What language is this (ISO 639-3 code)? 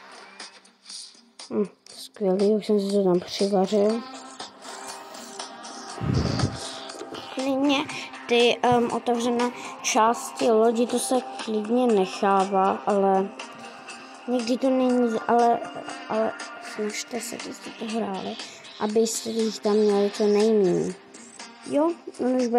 ces